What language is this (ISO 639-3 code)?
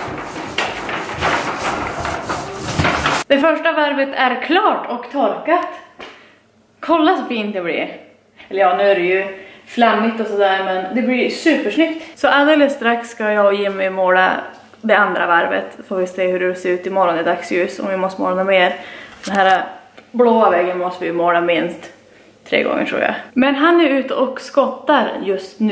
swe